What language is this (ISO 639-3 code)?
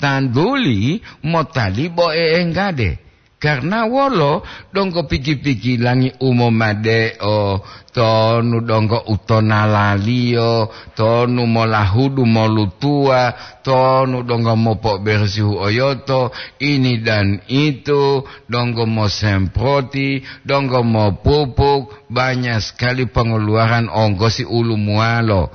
gor